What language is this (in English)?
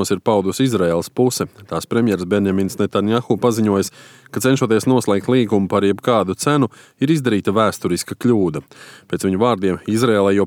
Latvian